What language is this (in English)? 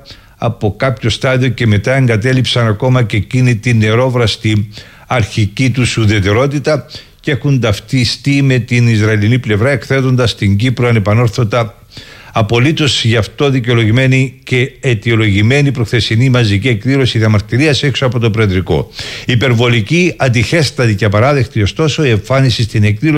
Greek